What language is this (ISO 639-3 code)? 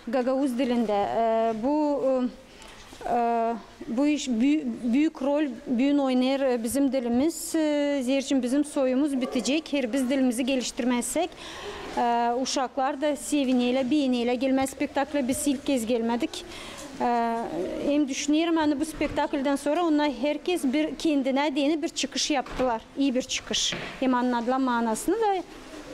gag